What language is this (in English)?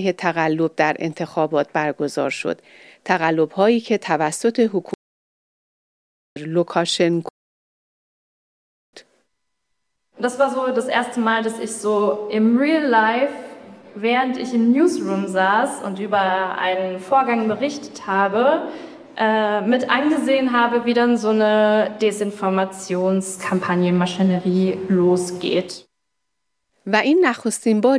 Persian